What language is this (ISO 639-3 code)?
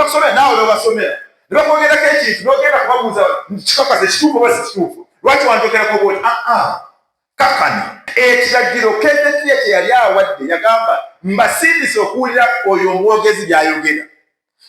lug